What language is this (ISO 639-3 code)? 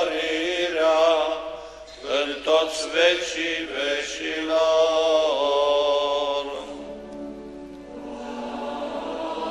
ron